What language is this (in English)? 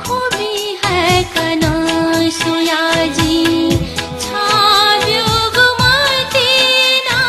Newari